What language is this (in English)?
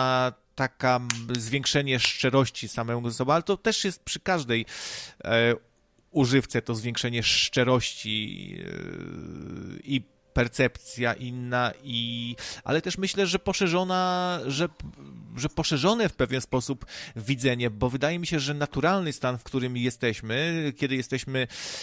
Polish